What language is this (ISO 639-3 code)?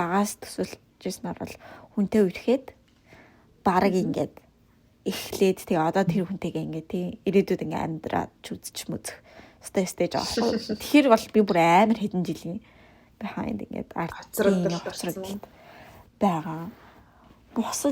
mon